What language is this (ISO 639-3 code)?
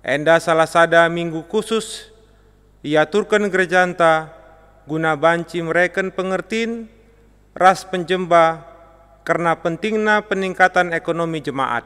btx